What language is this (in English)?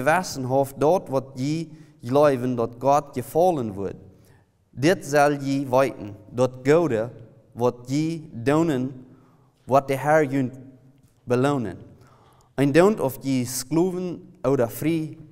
Plautdietsch